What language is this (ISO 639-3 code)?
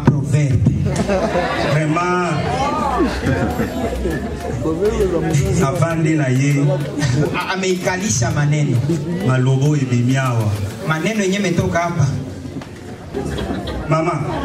swa